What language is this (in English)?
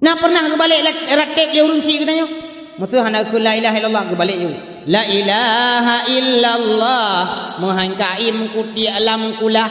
Achinese